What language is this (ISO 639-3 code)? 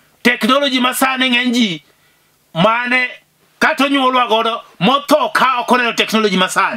luo